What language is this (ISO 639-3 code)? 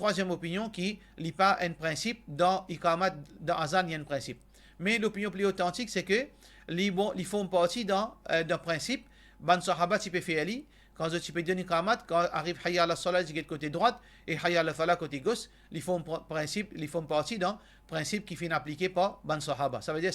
mfe